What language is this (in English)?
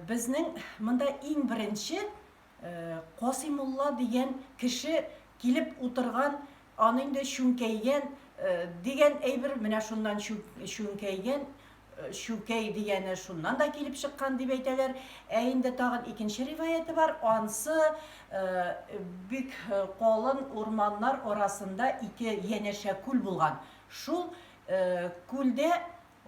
Tatar